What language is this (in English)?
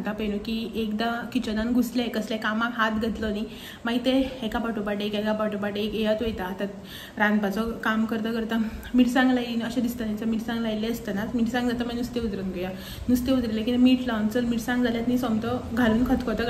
Konkani